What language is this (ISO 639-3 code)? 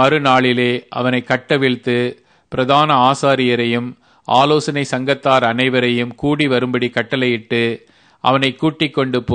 tam